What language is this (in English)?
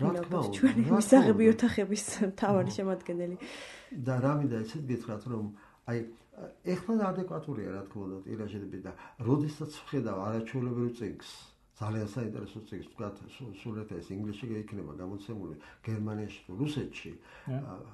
Georgian